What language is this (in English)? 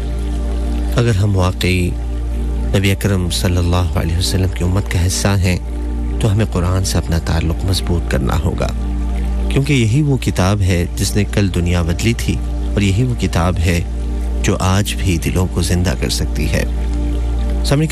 Urdu